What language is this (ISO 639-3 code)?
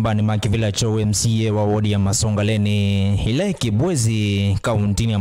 kam